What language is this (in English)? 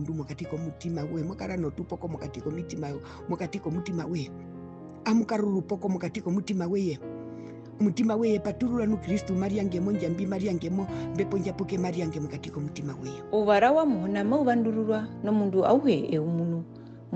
Herero